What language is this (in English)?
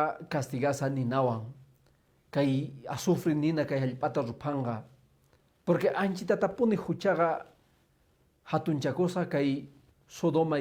Quechua